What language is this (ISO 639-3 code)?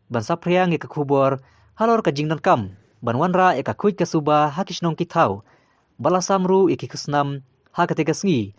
kha